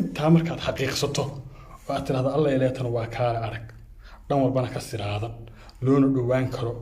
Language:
Somali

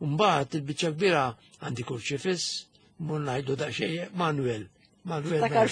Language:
Maltese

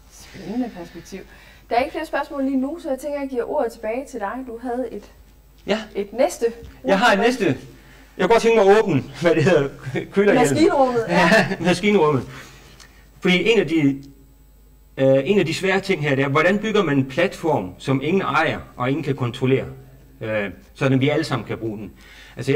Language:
Danish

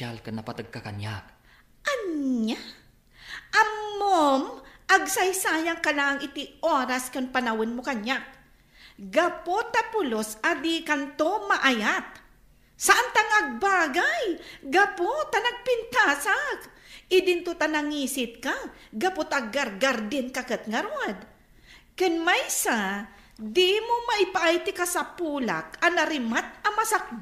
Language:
Iloko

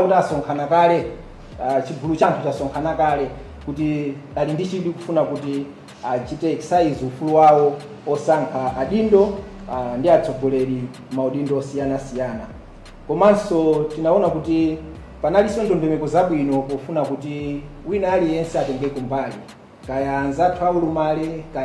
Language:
Nyanja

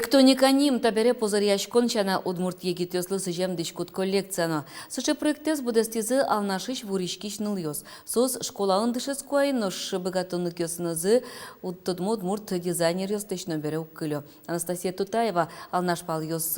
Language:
Udmurt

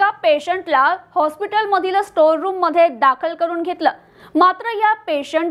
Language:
Marathi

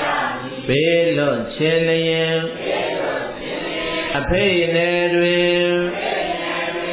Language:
Burmese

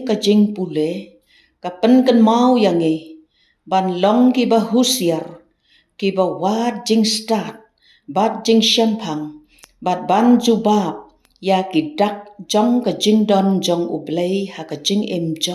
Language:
Khasi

